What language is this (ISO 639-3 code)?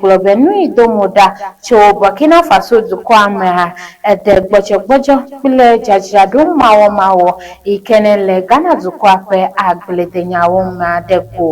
ewe